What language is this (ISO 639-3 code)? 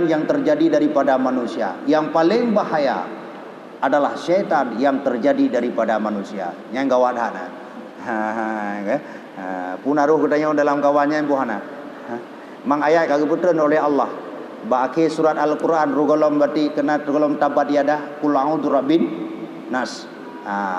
ace